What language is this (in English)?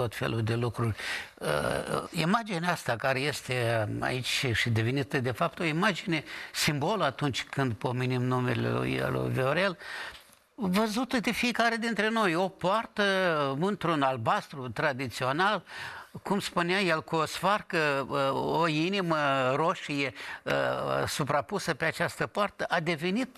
Romanian